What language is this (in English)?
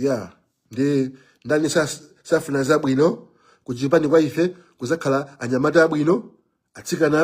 Nyanja